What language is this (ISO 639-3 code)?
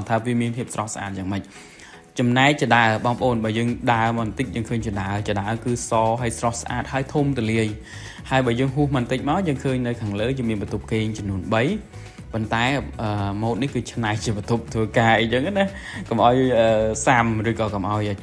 khm